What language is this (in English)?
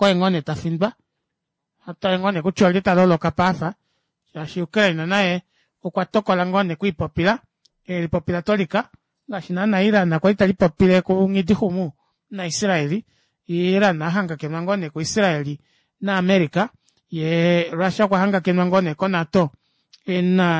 Kuanyama